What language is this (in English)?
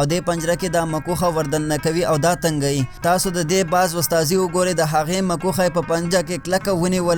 Pashto